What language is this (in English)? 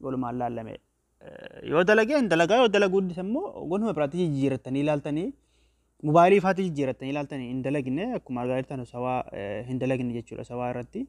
Oromo